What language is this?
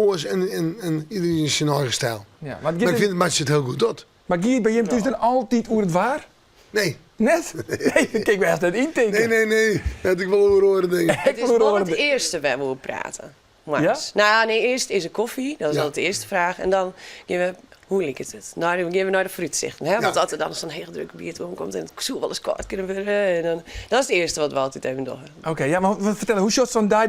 Western Frisian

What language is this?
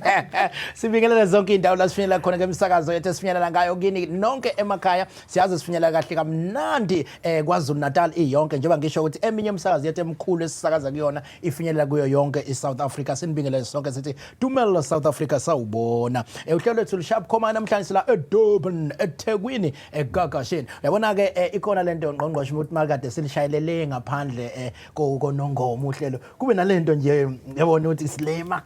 Zulu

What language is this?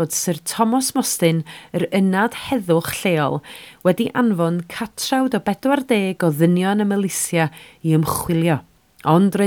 Welsh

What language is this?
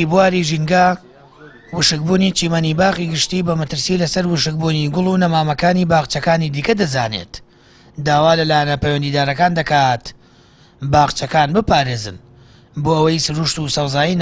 Central Kurdish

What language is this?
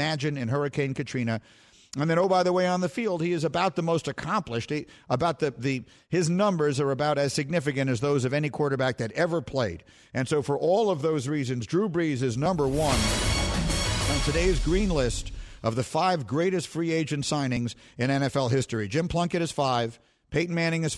English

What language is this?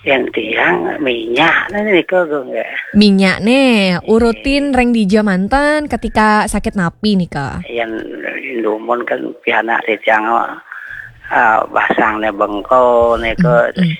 Balinese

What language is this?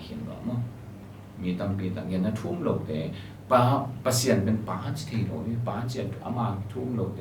Tedim Chin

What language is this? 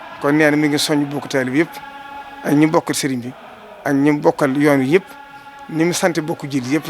Wolof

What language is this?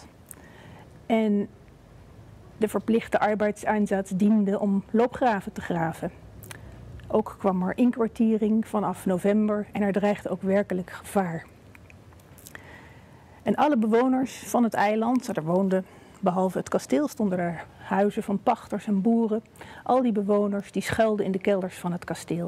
Dutch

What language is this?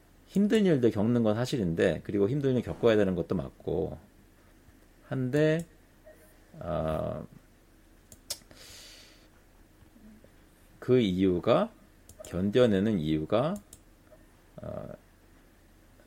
Korean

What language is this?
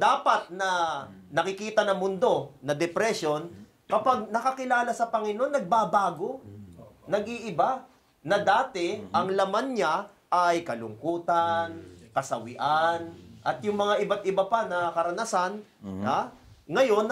Filipino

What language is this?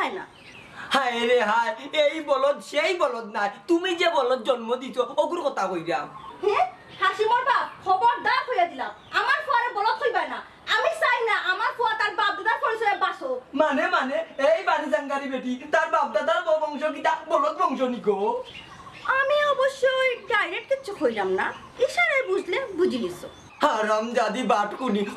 Sylheti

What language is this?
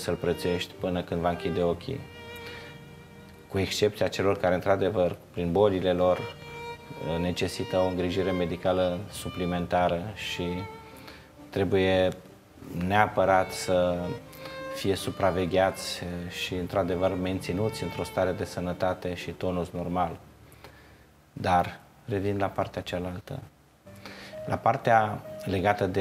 Romanian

